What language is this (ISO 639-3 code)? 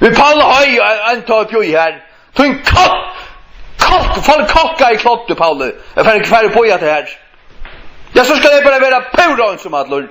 fao